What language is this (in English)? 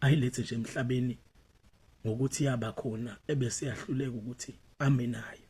Zulu